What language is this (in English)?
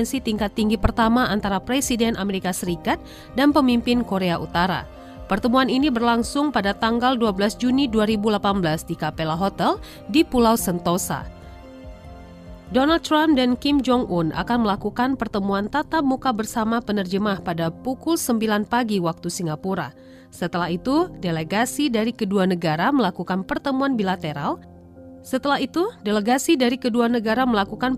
Indonesian